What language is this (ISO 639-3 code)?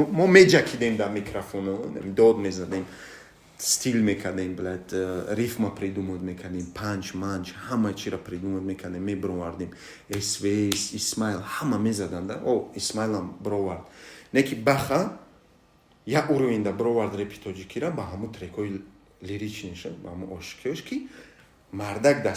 tgk